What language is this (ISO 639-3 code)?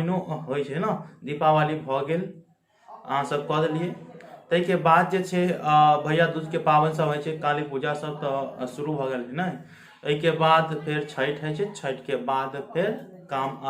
mai